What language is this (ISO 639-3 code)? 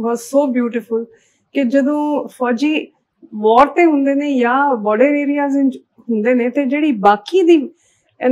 pan